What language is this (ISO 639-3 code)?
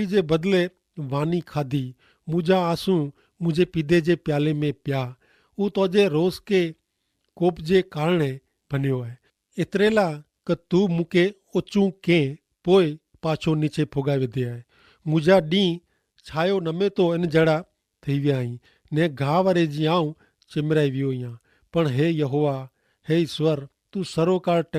kfr